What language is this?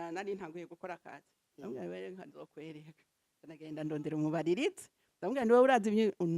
Rundi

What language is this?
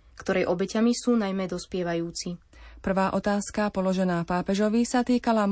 Slovak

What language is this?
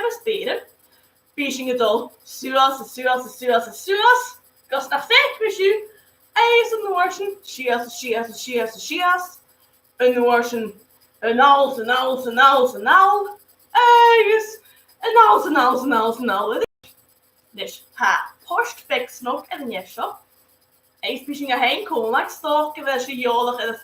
Scottish Gaelic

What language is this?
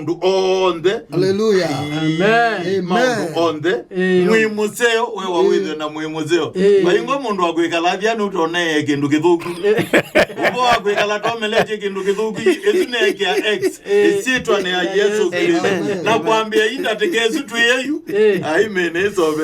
Kamba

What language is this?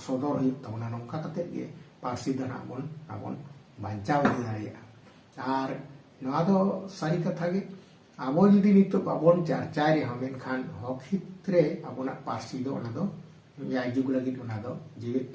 Santali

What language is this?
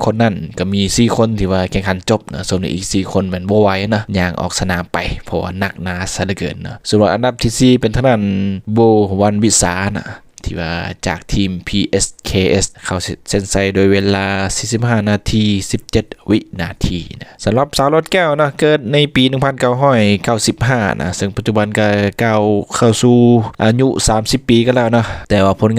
Lao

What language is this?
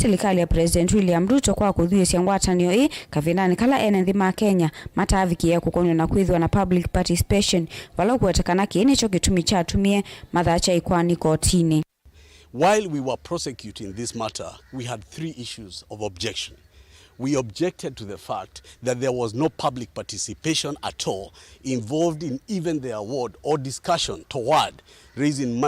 Kamba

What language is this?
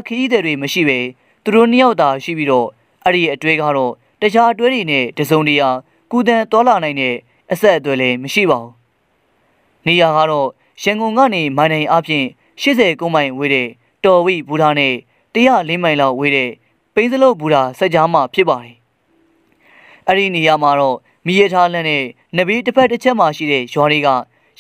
Burmese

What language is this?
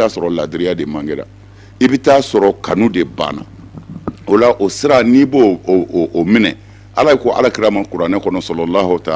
Bambara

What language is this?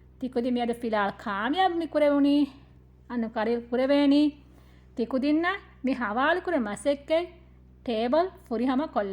Divehi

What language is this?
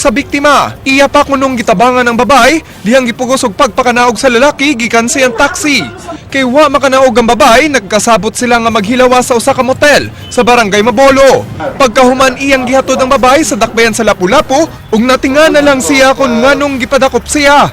Cebuano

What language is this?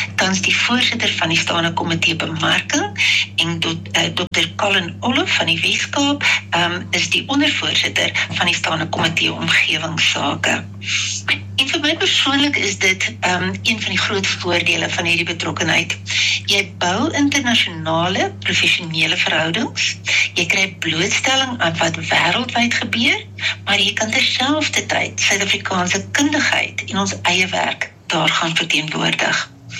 Afrikaans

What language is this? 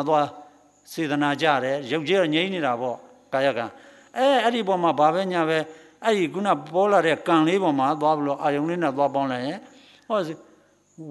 Burmese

